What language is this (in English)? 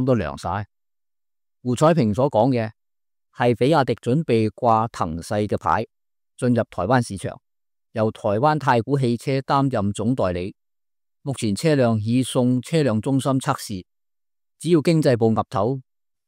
Cantonese